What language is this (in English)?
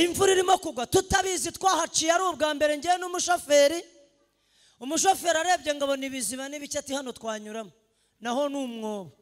Kinyarwanda